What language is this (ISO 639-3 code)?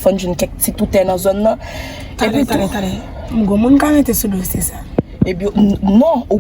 hat